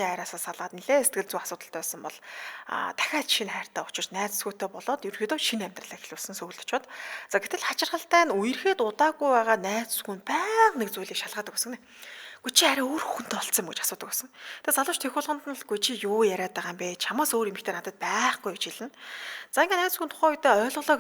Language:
Mongolian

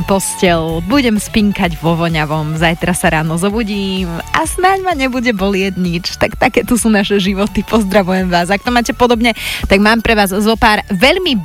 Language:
Slovak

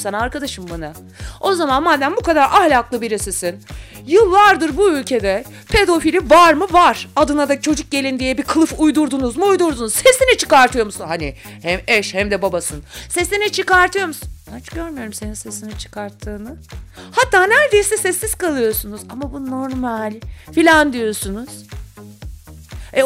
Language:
Turkish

